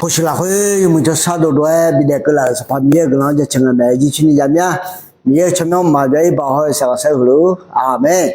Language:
Akha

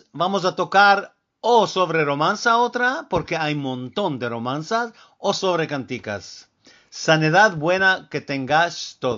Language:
Ladino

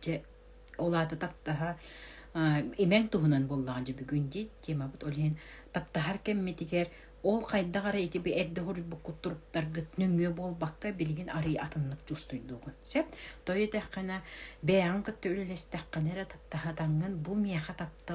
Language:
Yakut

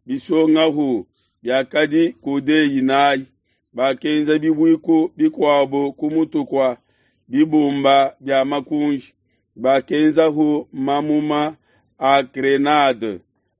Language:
Luba-Lulua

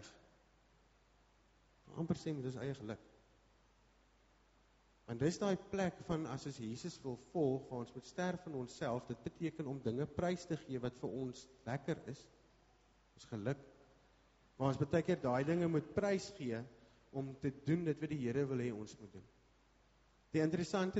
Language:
Afrikaans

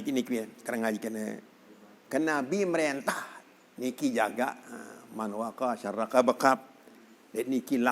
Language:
Sasak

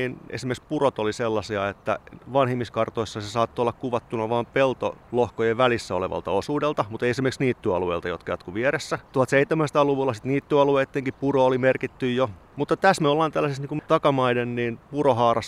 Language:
Finnish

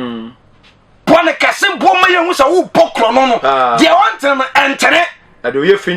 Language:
Akan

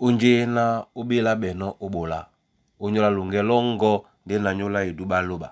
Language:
Duala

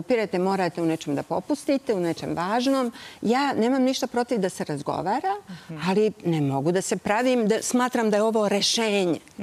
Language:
Serbian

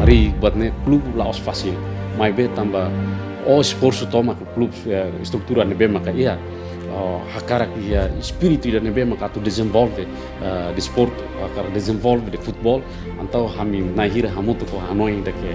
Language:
Tetum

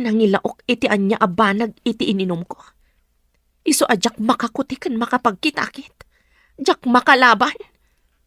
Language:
Iloko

